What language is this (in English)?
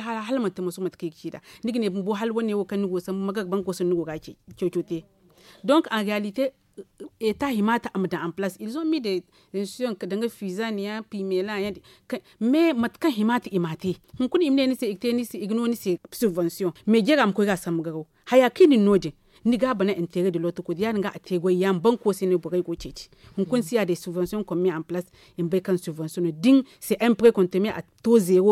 Zarma